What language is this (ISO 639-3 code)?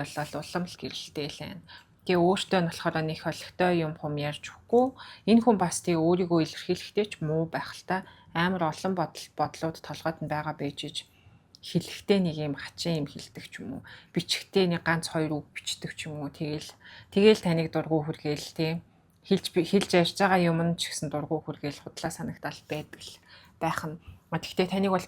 mon